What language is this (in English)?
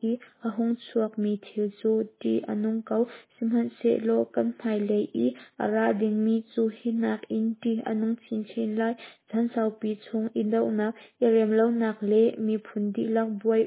Hakha Chin